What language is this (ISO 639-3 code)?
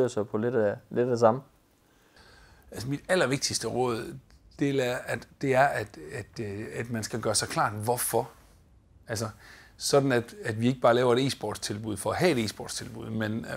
dan